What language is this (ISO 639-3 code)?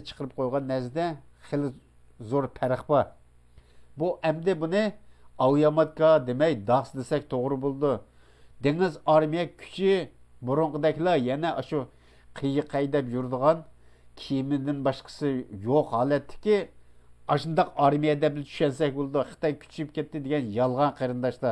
uig